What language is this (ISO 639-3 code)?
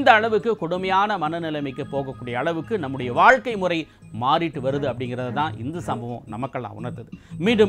tam